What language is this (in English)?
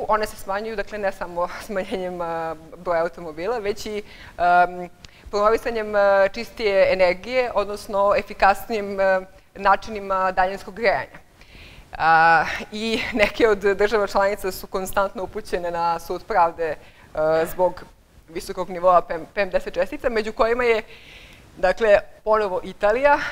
Serbian